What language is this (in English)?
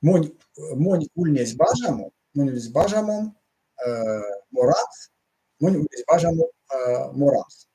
Erzya